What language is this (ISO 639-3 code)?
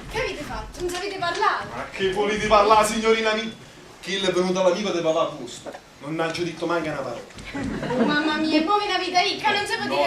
nap